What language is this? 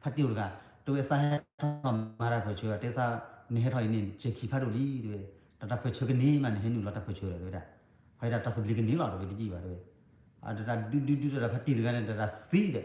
S'gaw Karen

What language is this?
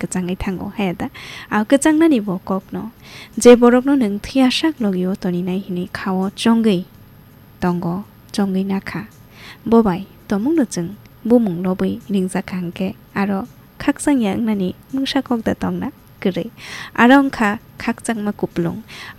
Kok Borok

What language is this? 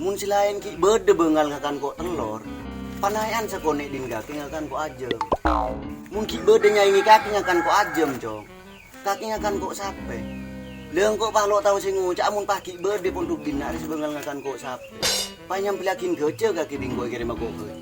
Madurese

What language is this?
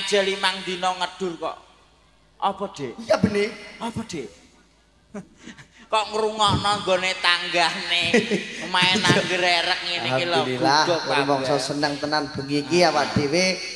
Javanese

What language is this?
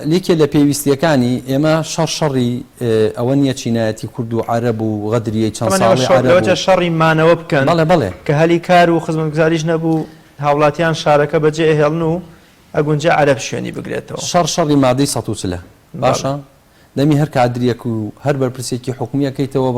Central Kurdish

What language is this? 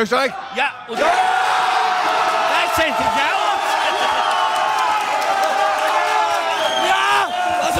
German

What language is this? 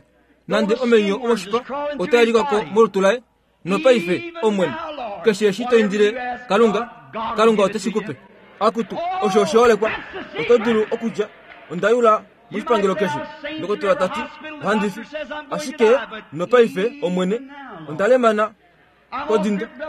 Kuanyama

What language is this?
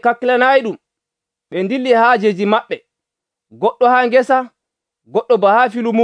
Nigerian Fulfulde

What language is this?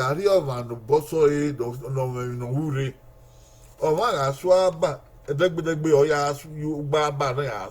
Bini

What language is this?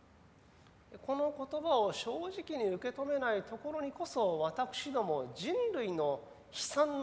Japanese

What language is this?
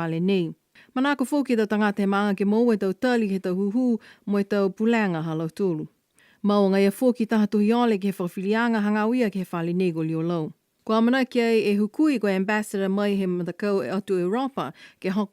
Niuean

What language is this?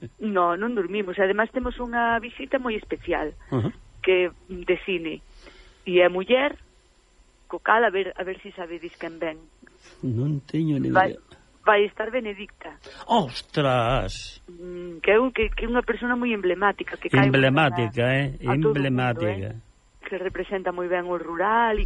Galician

